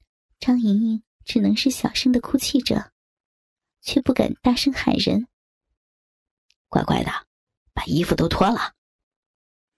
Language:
Chinese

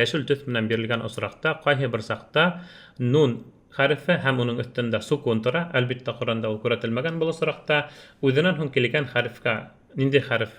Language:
Bashkir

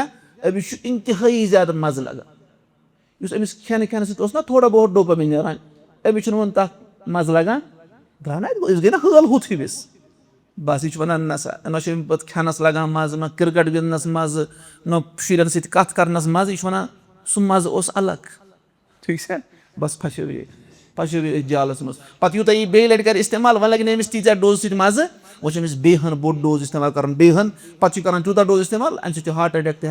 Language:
Kashmiri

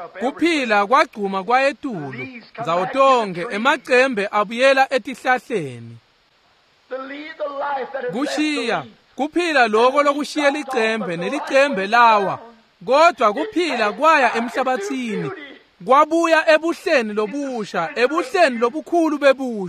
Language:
Swati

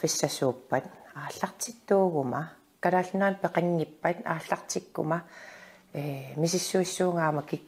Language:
Kalaallisut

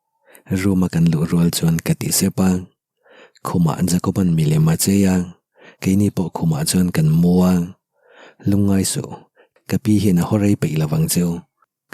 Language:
Mizo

